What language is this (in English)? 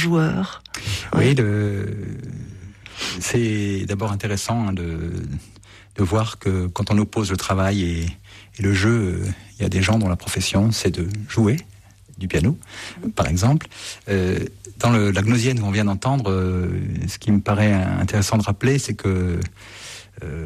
French